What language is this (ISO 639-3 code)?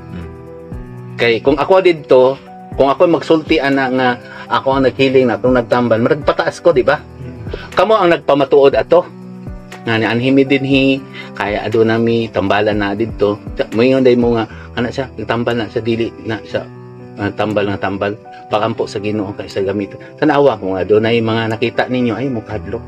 ceb